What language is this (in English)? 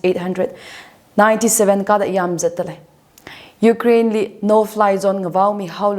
Tangkhul Naga (India)